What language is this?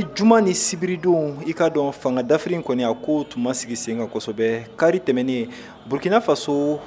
Bambara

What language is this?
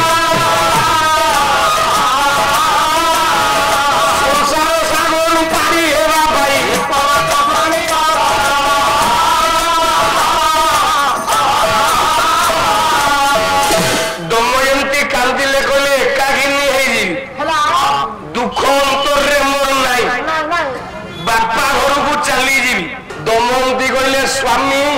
Odia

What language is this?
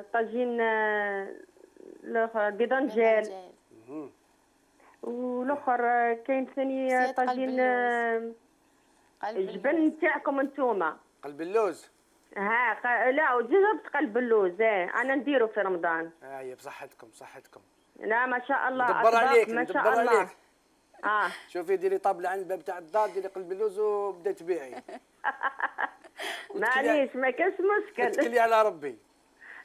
Algerian Arabic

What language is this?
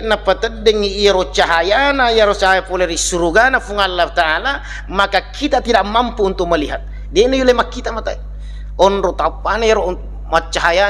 Buginese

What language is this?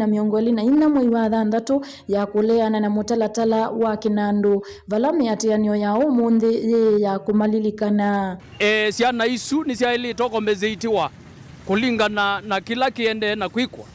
Kamba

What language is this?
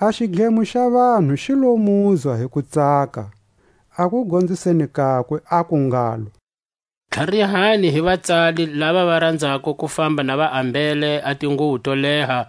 Tswa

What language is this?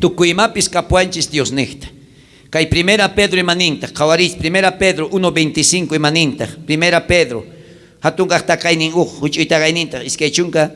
South Bolivian Quechua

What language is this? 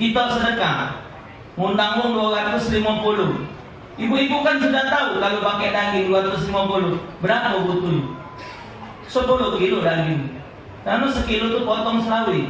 Musi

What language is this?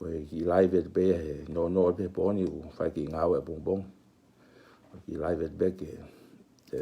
Tongan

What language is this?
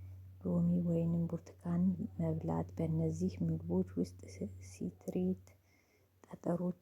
Amharic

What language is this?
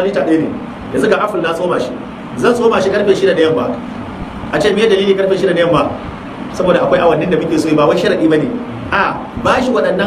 Hausa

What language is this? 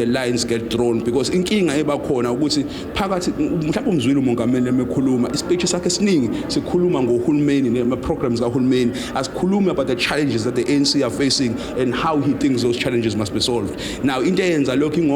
Zulu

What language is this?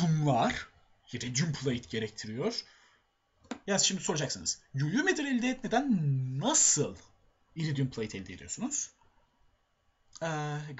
Turkish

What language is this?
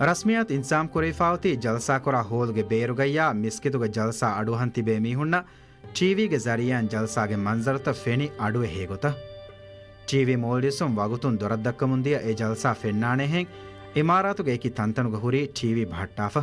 Divehi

